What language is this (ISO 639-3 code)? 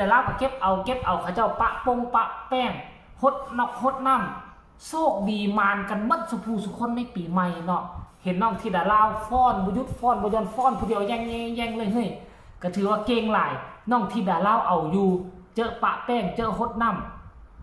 tts